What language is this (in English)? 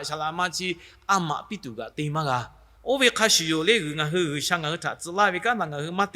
Lahu